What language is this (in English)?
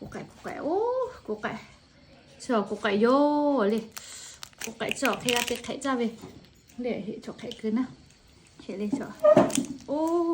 Lahu